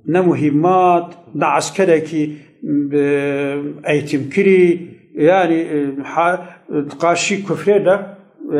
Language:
Kurdish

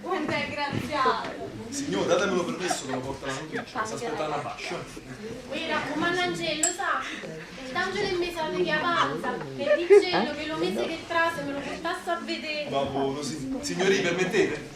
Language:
Neapolitan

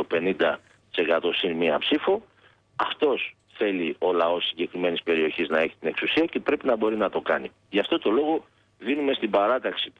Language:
Greek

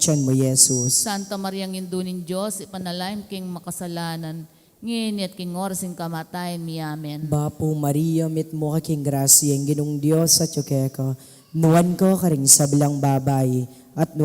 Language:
Pampanga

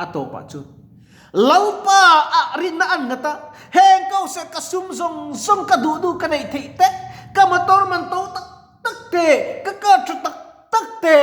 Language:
Mizo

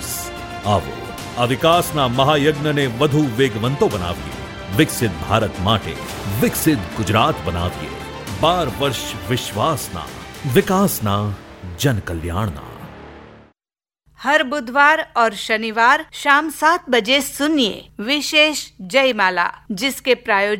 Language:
Gujarati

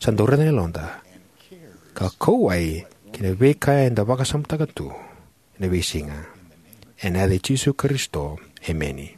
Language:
Fijian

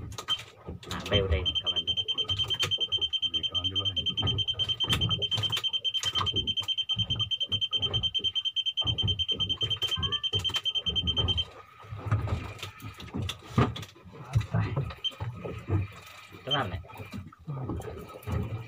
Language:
Malay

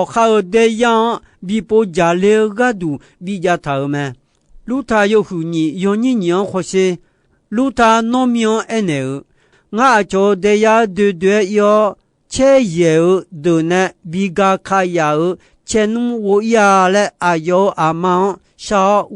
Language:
Akha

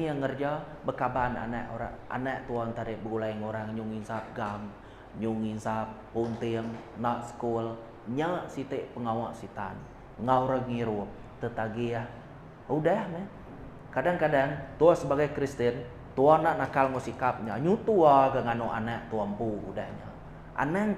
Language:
Iban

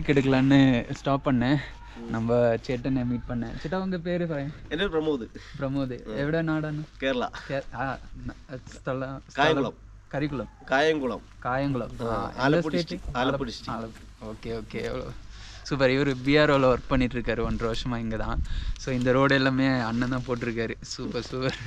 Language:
Tamil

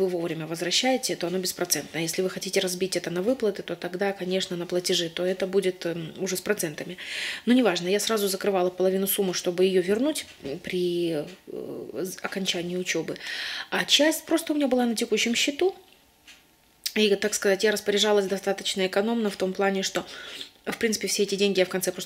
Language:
Russian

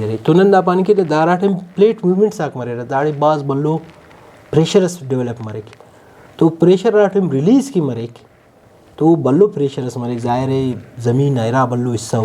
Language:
Brahui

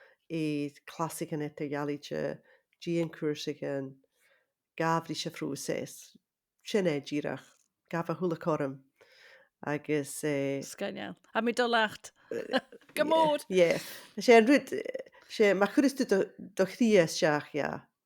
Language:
Scottish Gaelic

